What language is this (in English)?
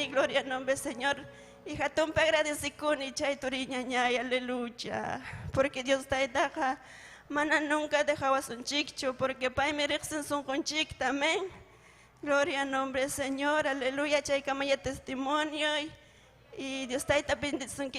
Ayacucho Quechua